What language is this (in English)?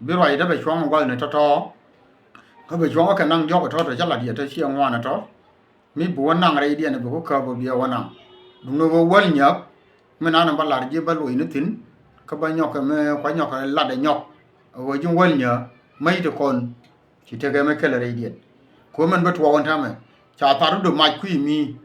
Nuer